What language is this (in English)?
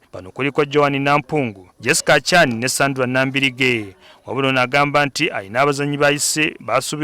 Ganda